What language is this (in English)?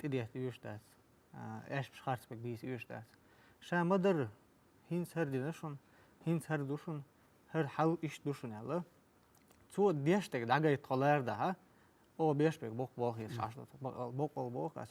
Chechen